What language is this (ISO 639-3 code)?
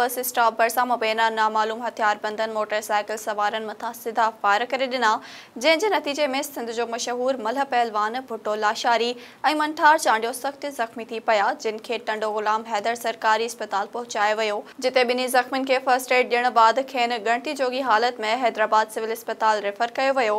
snd